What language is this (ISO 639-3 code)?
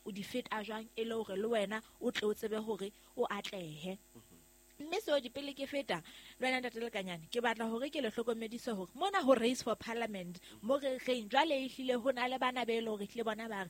sot